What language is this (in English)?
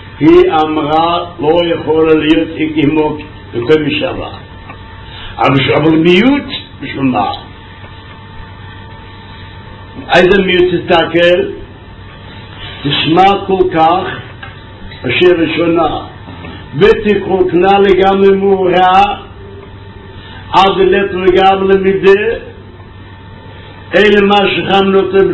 Hebrew